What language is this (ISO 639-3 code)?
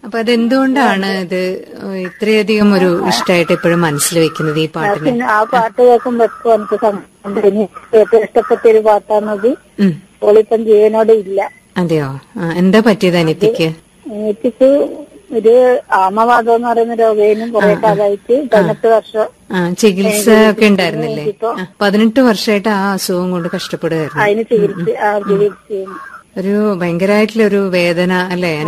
mal